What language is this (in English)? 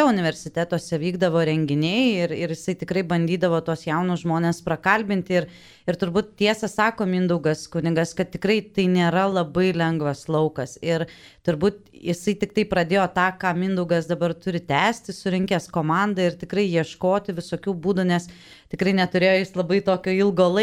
Lithuanian